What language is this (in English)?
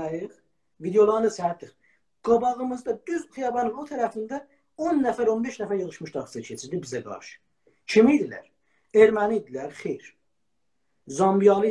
South Azerbaijani